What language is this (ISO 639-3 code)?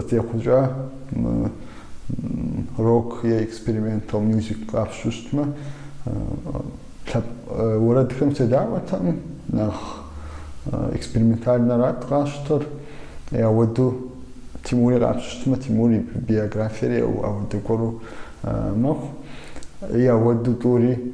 kbd